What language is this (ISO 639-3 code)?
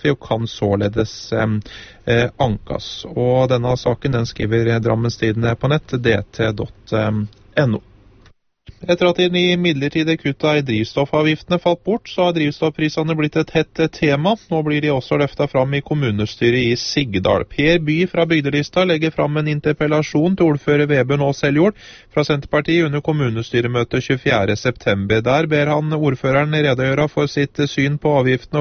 nor